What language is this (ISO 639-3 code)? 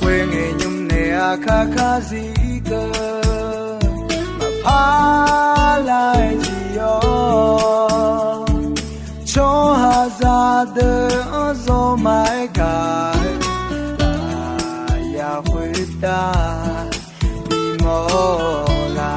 ahk